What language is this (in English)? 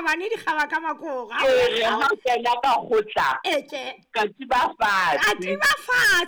Southern Sotho